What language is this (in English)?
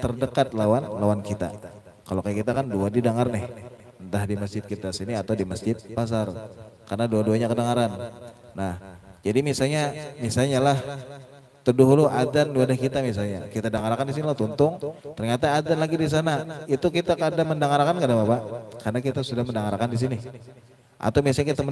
Banjar